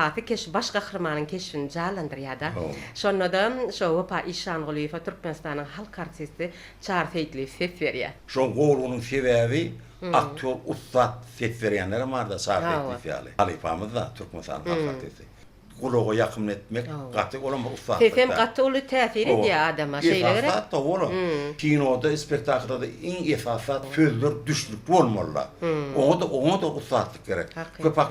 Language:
Turkmen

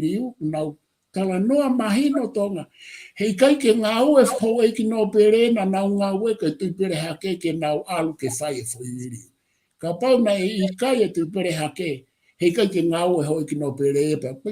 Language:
Tongan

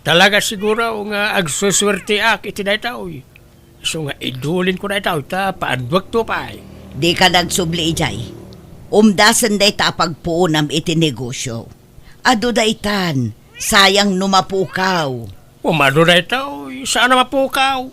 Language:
Iloko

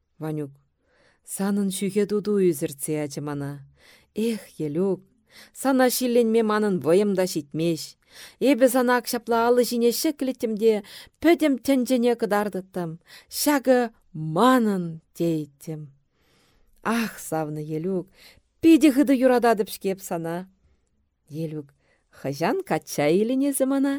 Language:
Chuvash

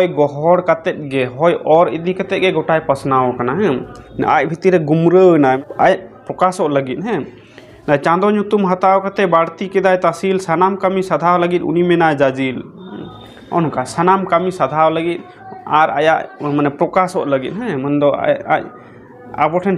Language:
Santali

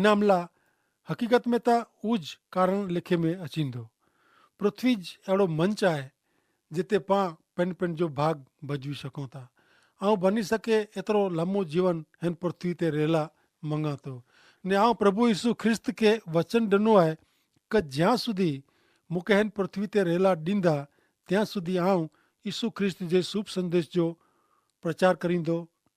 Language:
Kachhi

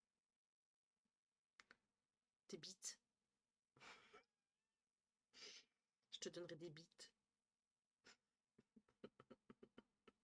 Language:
French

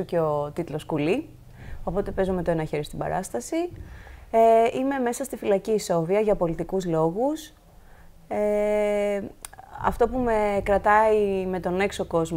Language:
Greek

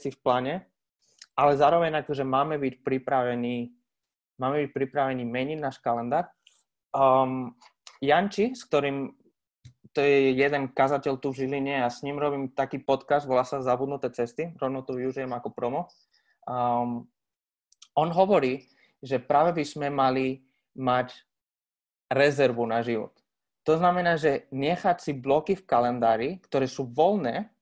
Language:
Slovak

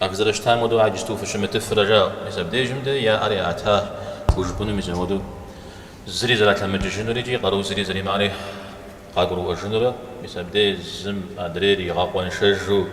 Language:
Kabardian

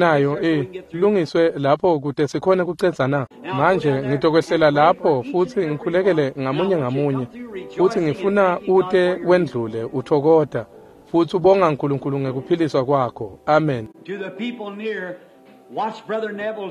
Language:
Swati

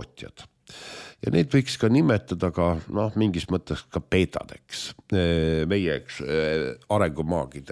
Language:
Estonian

